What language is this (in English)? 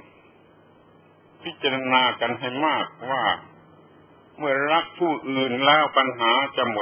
Thai